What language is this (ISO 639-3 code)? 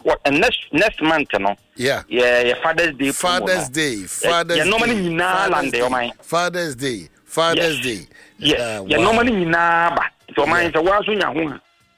aka